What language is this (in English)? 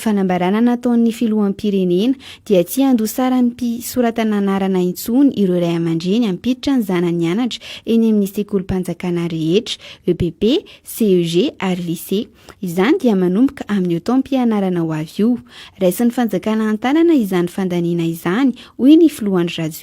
Malagasy